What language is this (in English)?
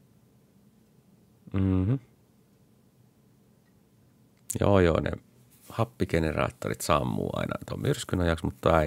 Finnish